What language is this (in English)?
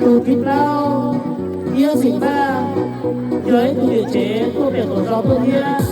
Hmong